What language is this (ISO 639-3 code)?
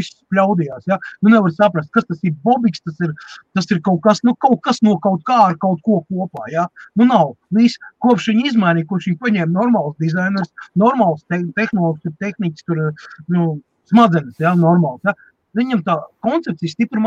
lav